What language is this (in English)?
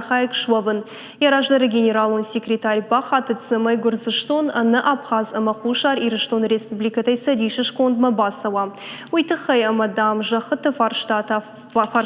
Ossetic